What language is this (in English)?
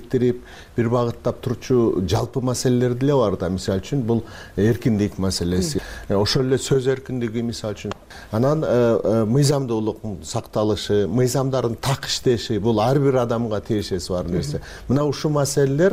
Kyrgyz